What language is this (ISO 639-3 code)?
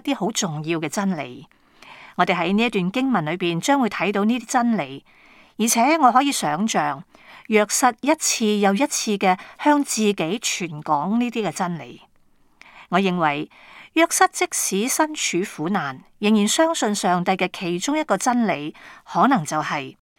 yue